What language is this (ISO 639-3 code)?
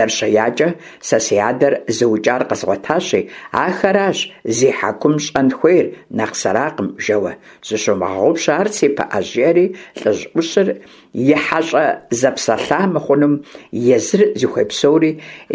kbd